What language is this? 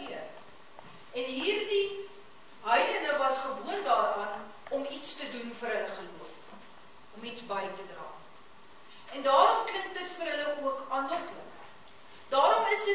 Afrikaans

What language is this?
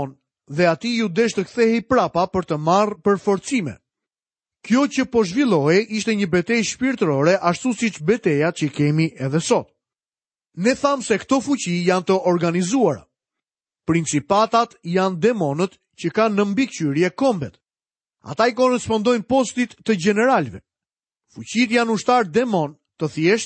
Albanian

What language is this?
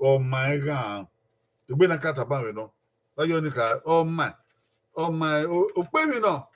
Bini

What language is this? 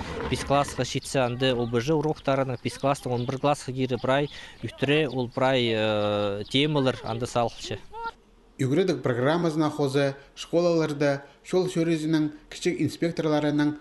Khakas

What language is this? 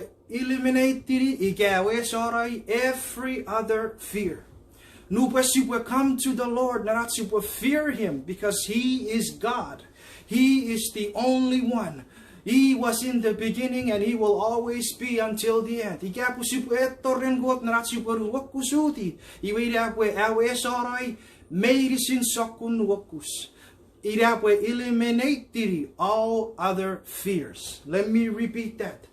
Chuukese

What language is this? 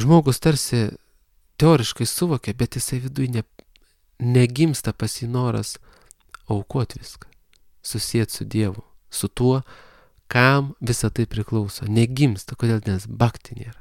Lithuanian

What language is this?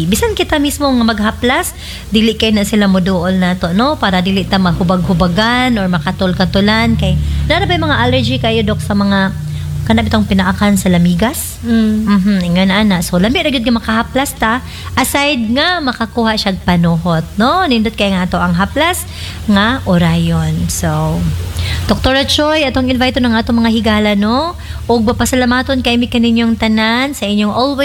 Cebuano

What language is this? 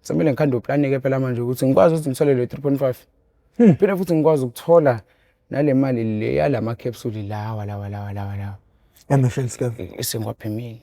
Zulu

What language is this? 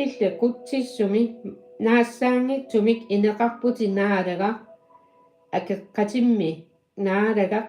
Kalaallisut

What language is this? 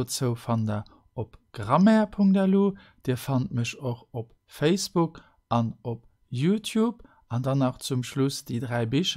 Luxembourgish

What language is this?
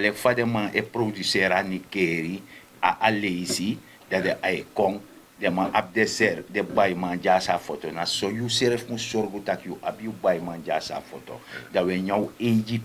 Sranan Tongo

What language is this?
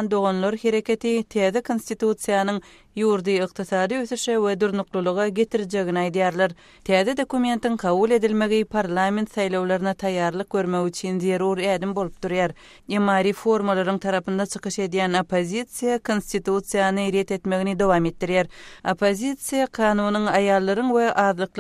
Kyrgyz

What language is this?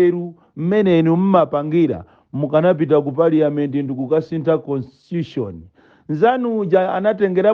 Nyanja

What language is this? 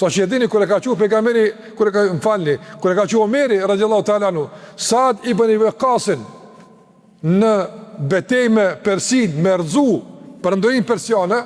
Albanian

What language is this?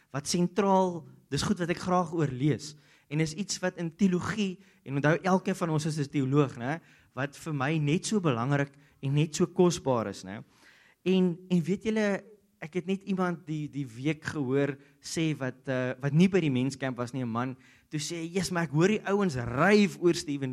Afrikaans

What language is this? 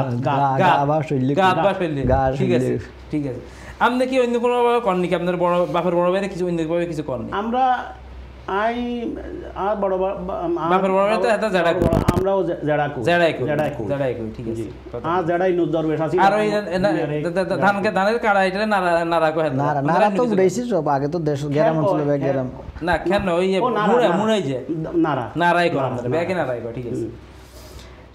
Bangla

